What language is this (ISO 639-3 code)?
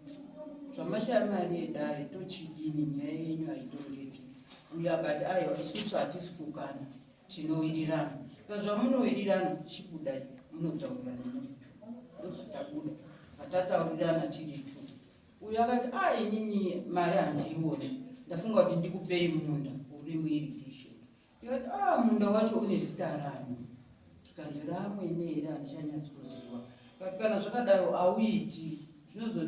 sna